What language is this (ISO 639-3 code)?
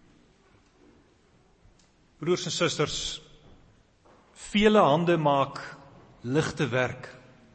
afr